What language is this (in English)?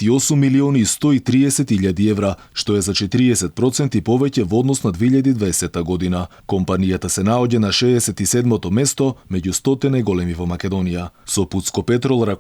Macedonian